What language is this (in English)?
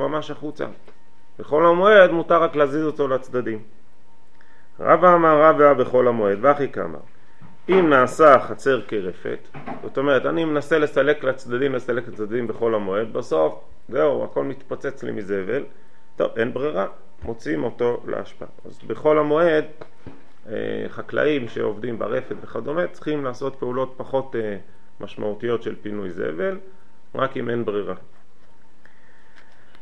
Hebrew